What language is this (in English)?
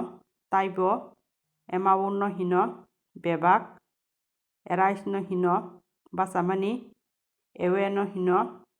Kok Borok